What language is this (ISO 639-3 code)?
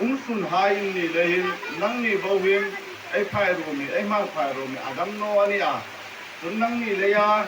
hmr